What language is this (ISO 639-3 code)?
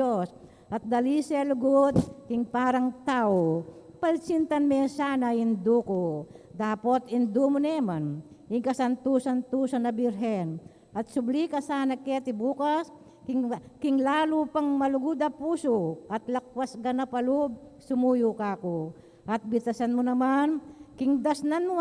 pam